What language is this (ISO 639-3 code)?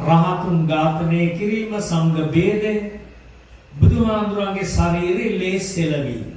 sin